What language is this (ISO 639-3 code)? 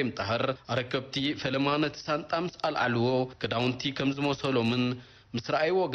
tir